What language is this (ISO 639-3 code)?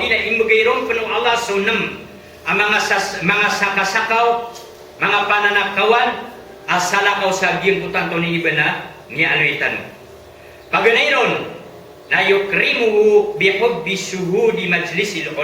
mrw